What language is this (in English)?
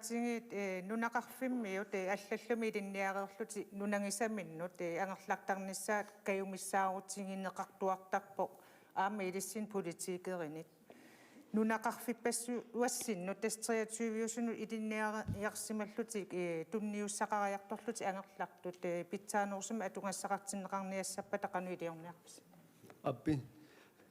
Kalaallisut